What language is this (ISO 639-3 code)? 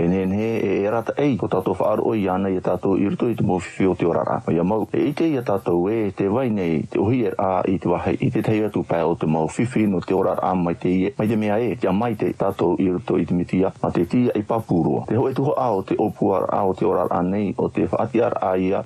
tah